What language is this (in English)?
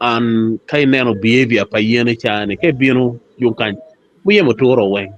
Acoli